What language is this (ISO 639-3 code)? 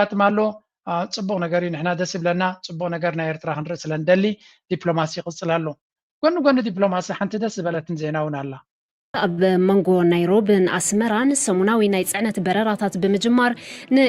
tir